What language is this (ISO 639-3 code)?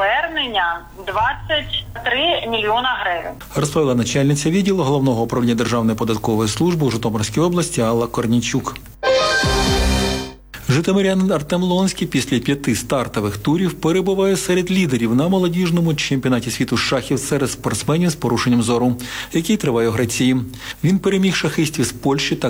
ukr